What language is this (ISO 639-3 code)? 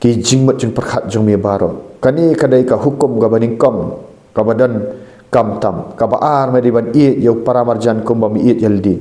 kha